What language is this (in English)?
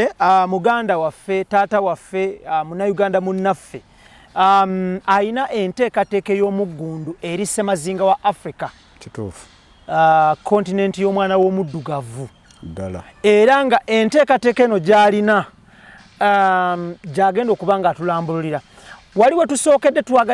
Ganda